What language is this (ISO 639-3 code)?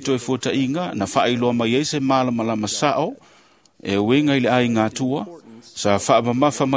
smo